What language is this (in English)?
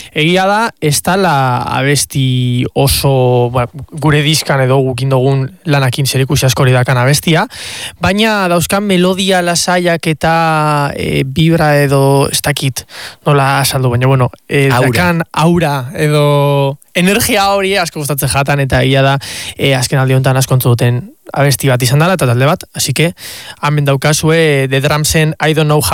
Basque